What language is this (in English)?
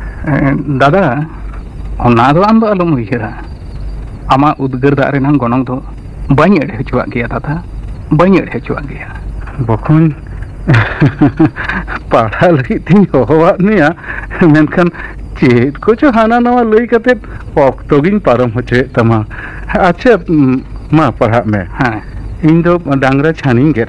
Santali